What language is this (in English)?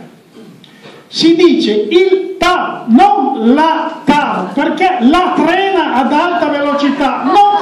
Italian